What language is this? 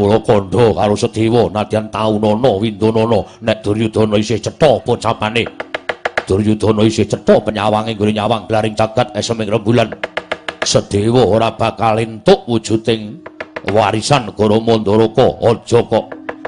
Javanese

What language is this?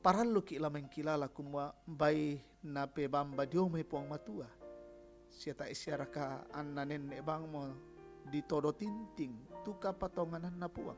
Toraja-Sa'dan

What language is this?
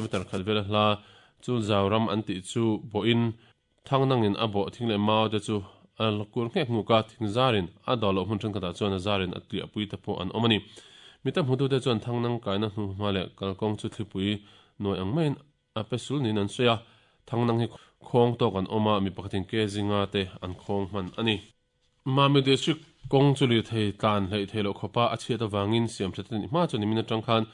Mizo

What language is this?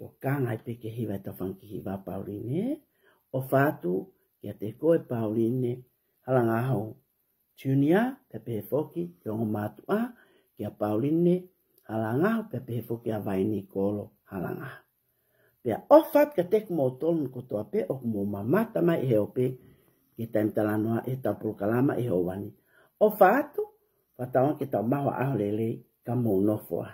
Tongan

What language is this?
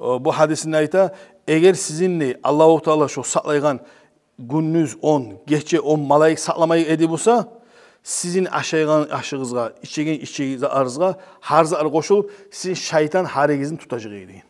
Kumyk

